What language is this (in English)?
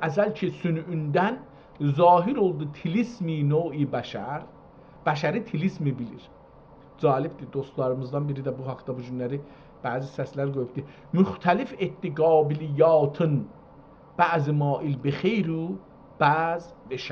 South Azerbaijani